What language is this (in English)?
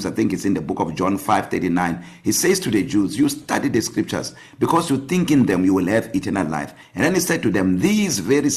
English